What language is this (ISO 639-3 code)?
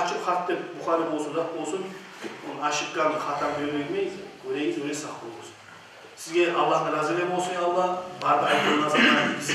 kum